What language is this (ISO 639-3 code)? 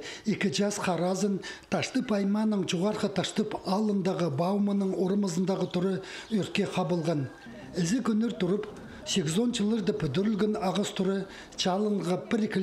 kjh